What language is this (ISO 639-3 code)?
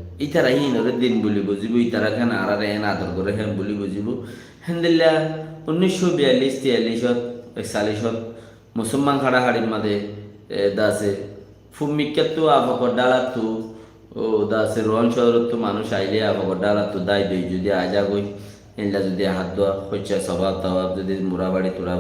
rhg